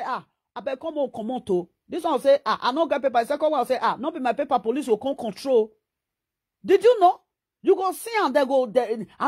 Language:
Nigerian Pidgin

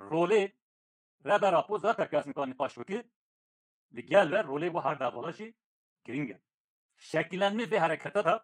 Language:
Kurdish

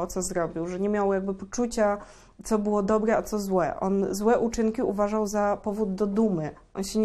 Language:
Polish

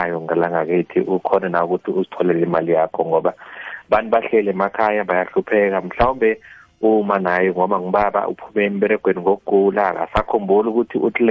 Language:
South Ndebele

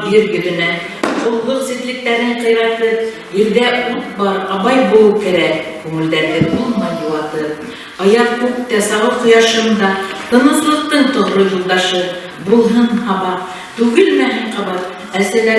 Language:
Bashkir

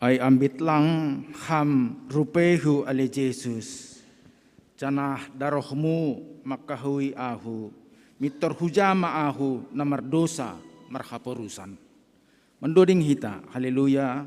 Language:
Batak Simalungun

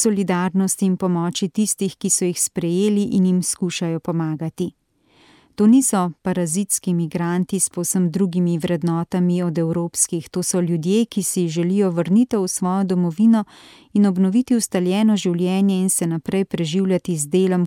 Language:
Slovenian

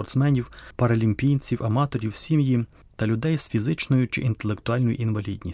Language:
Ukrainian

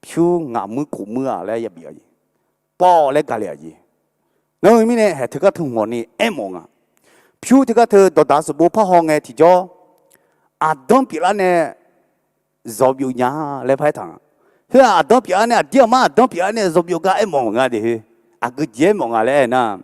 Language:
Akha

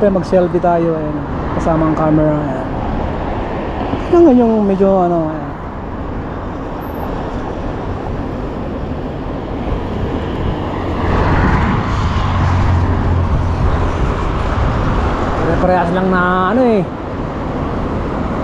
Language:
Filipino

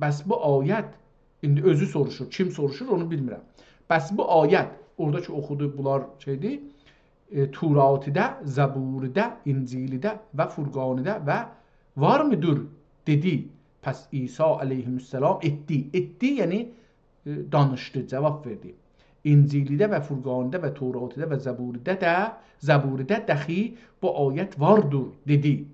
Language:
South Azerbaijani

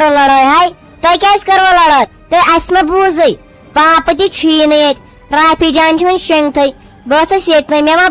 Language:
Kashmiri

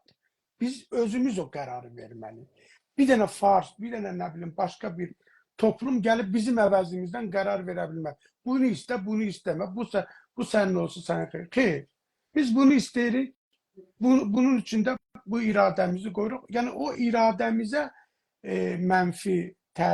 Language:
South Azerbaijani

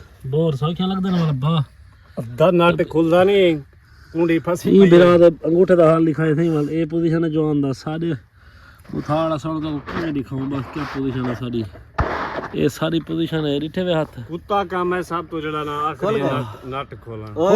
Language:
Saraiki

